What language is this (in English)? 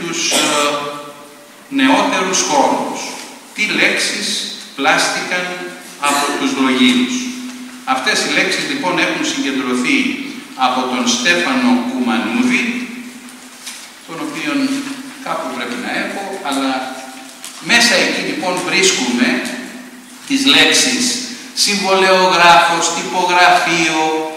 Greek